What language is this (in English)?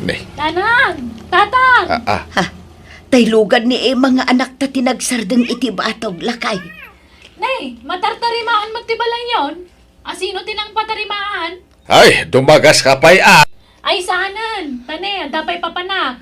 Iloko